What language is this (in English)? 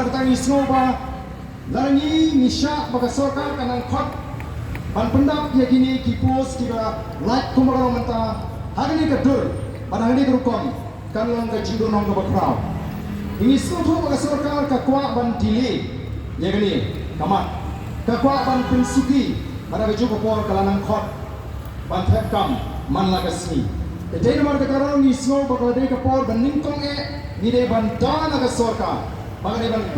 Khasi